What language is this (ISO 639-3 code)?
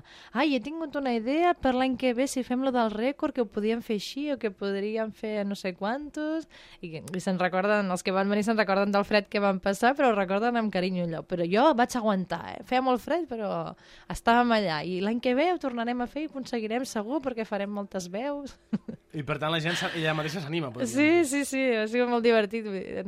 cat